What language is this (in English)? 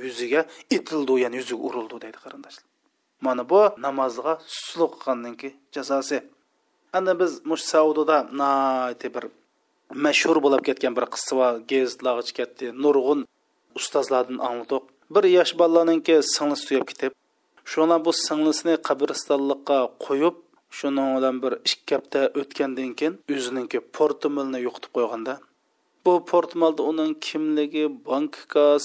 Uyghur